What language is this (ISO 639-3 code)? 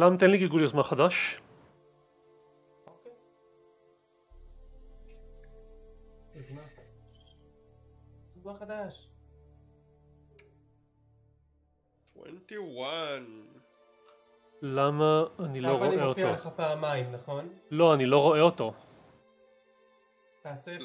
heb